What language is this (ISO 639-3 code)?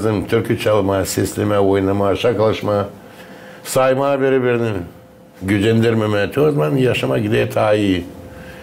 gag